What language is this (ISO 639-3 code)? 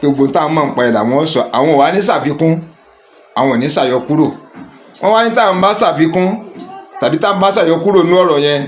yor